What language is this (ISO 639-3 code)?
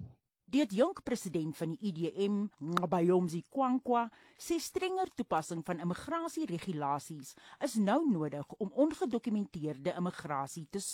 afr